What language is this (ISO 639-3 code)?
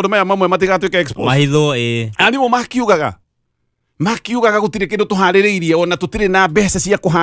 kik